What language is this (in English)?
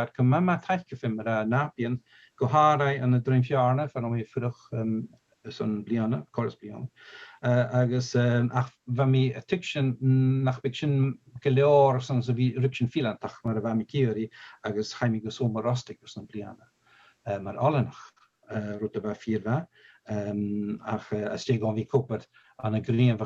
Scottish Gaelic